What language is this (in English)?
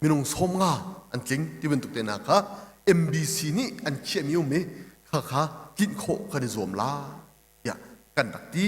Hakha Chin